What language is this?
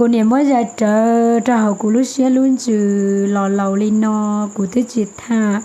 Hmong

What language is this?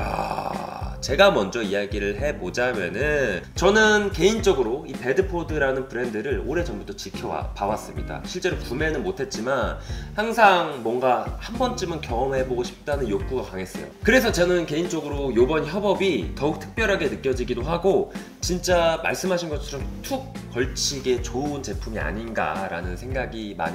Korean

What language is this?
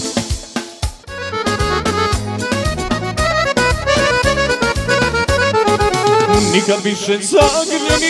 Croatian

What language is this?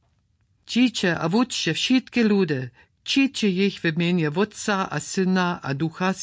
Upper Sorbian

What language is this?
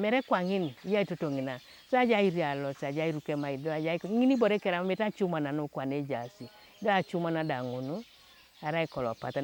Teso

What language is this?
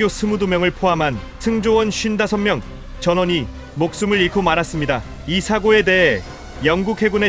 Korean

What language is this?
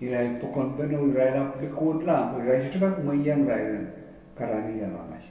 Pohnpeian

